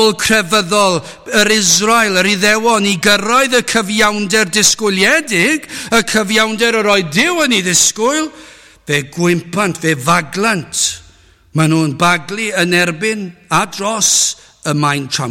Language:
Welsh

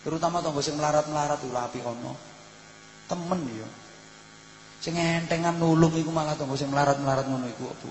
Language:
Javanese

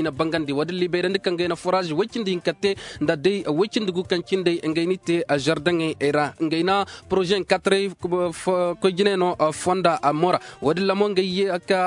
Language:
Zarma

